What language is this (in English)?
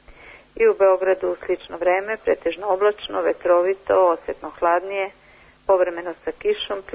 Serbian